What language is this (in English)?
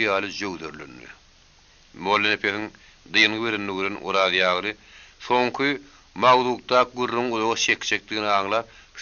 Turkmen